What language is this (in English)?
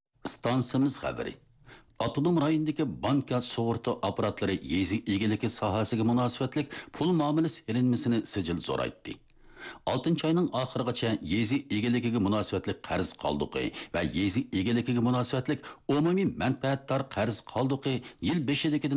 Uyghur